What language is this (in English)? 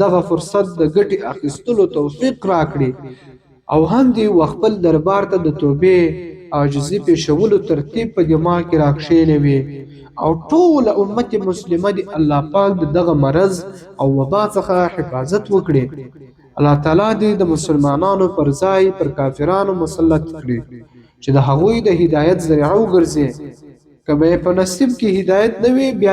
Pashto